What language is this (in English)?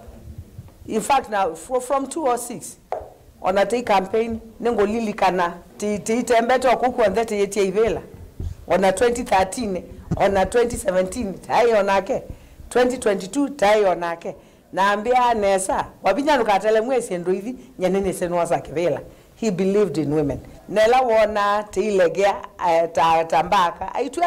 Kamba